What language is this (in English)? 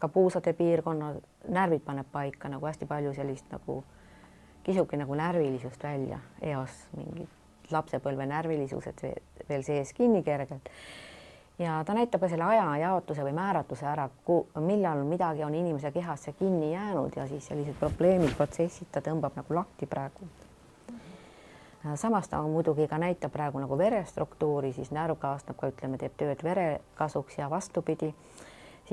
Estonian